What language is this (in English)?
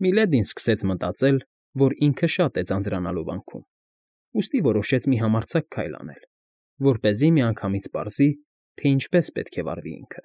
Armenian